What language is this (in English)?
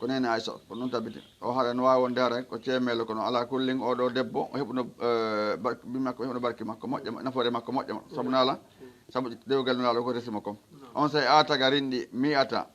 Fula